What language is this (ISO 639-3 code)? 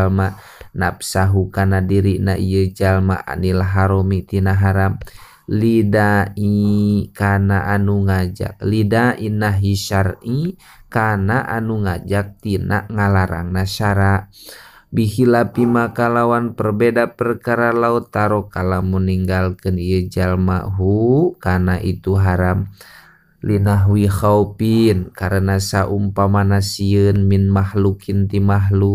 sun